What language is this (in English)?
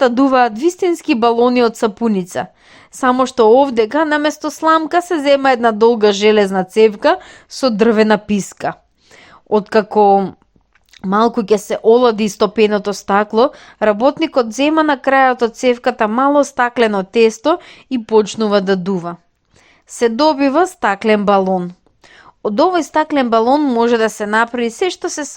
Macedonian